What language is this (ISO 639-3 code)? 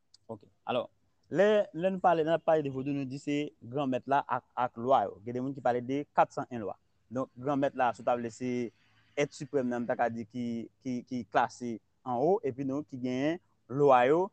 hat